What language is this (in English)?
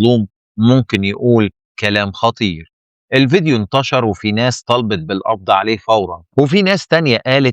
Egyptian Arabic